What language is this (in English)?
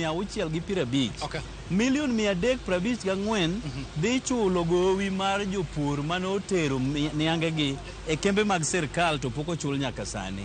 Luo (Kenya and Tanzania)